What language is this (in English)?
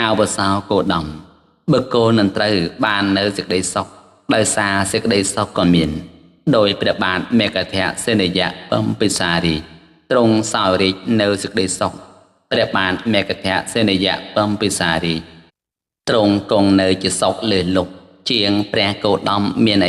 Khmer